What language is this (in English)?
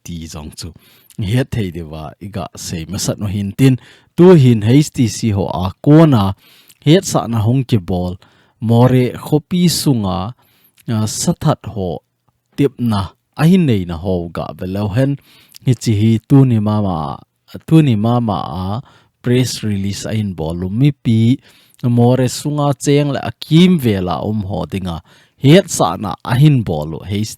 Thado Chin